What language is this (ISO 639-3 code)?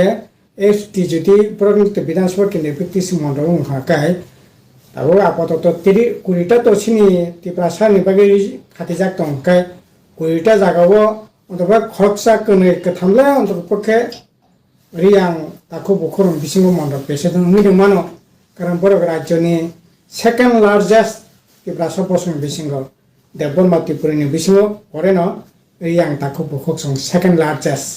ria